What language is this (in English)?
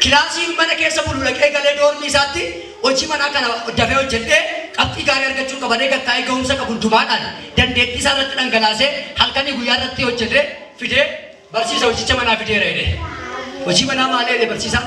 Oromo